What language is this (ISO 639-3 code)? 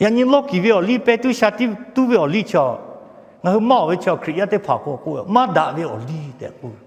lhu